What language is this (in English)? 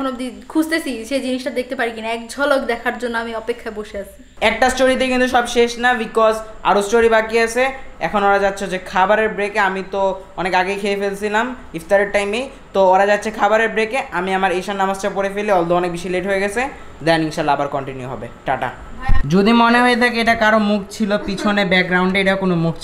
Bangla